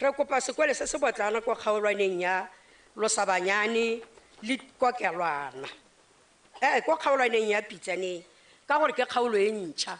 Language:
Tswana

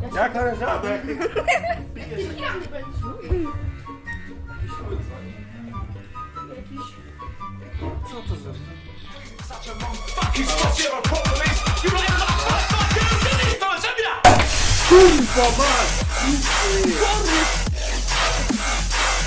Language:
Polish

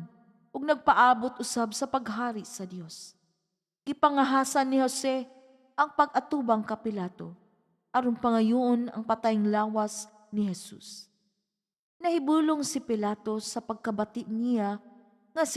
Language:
Cebuano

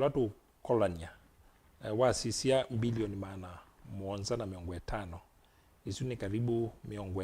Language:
Kamba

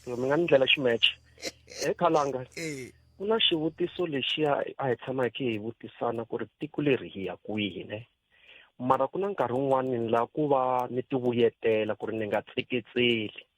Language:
Tsonga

